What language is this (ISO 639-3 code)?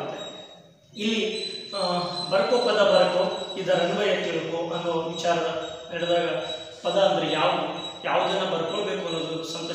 kan